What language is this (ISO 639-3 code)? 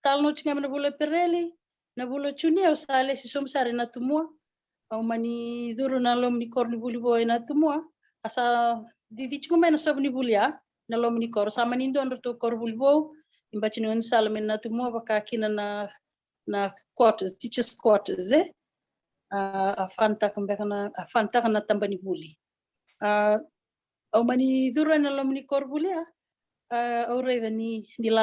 fij